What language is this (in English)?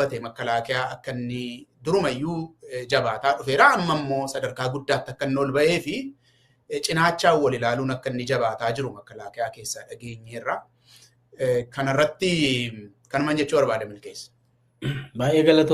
Oromo